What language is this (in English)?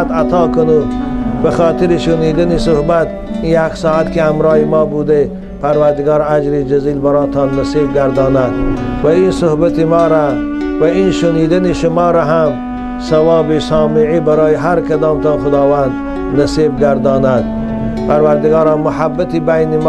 Tajik